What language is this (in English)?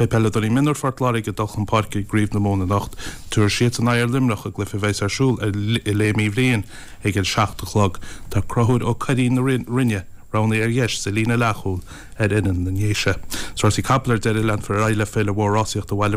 Irish